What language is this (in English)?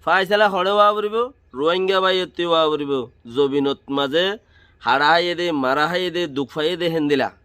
Rohingya